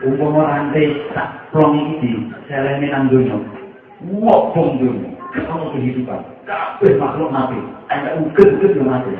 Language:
Javanese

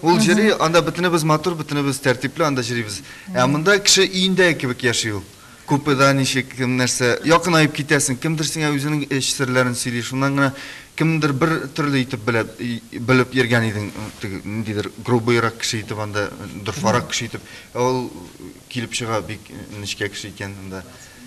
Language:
Tatar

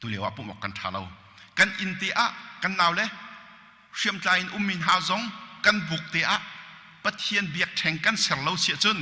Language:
Hakha Chin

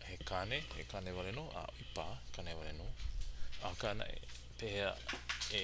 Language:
Hawaiian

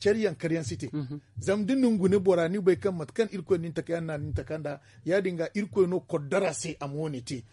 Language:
Zarma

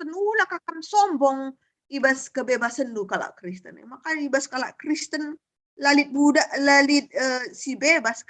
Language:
Batak Karo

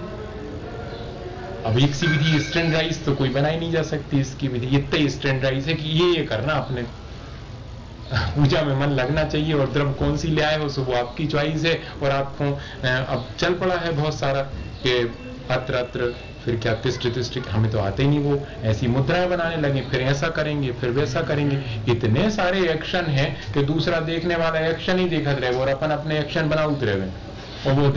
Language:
Hindi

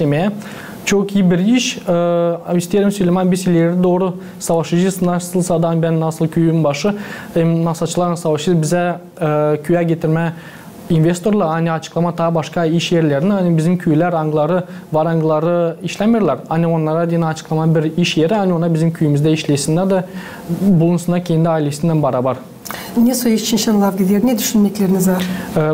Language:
Gagauz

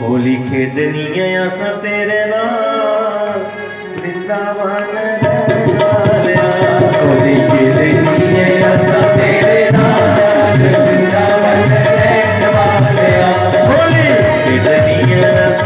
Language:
Dogri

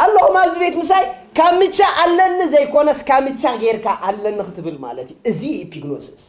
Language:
Tigrinya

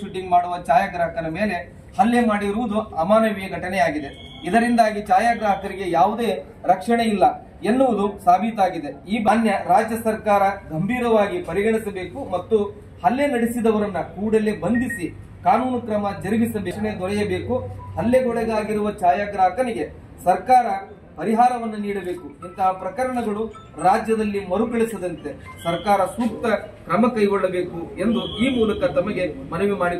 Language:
Kannada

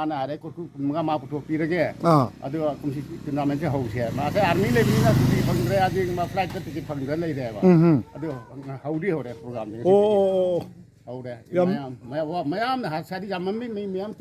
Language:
Manipuri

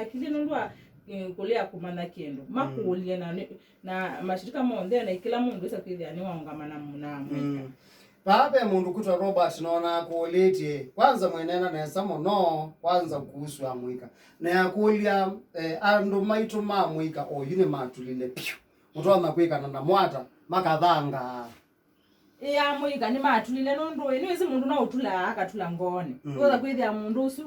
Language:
Kamba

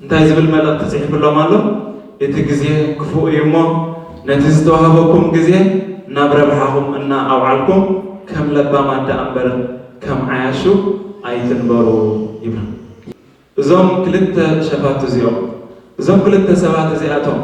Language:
Tigrinya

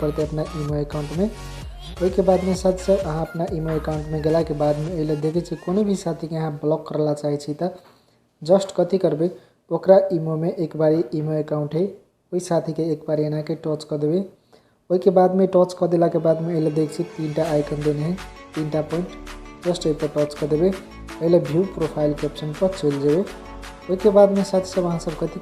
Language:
Maithili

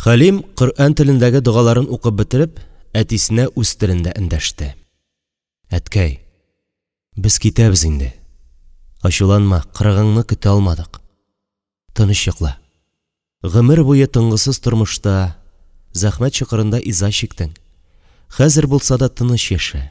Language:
Tatar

